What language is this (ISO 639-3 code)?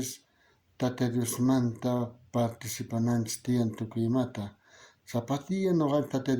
quh